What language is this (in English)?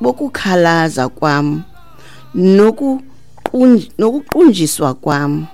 Xhosa